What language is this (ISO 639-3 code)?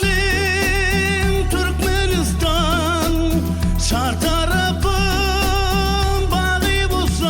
tuk